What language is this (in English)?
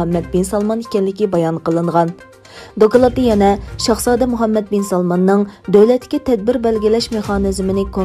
Uyghur